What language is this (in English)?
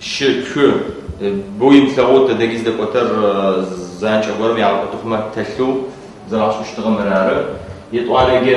Adyghe